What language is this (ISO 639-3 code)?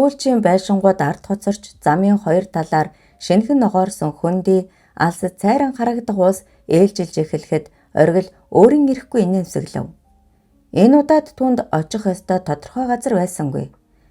mon